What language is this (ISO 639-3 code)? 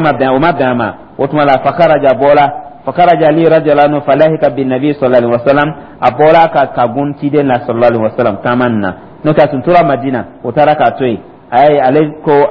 dyu